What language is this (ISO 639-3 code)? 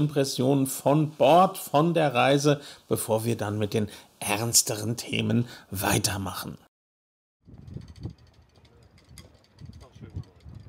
deu